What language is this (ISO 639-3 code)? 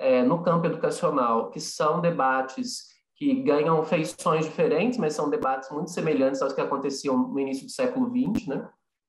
por